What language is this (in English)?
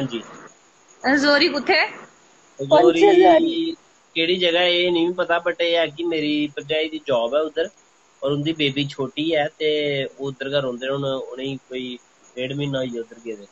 Dogri